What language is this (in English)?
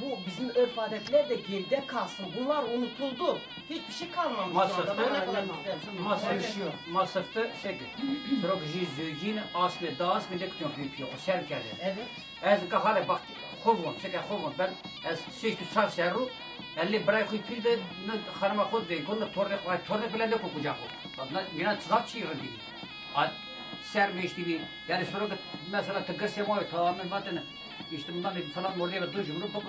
Zaza